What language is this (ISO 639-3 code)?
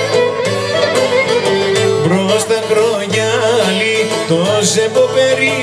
ell